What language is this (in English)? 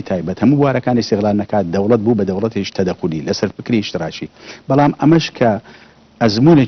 Central Kurdish